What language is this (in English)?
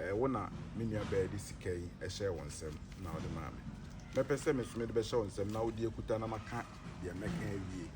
Akan